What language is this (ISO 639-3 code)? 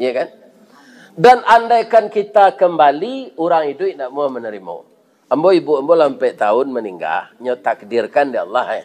min